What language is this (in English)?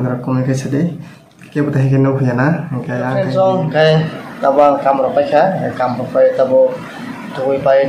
Kok Borok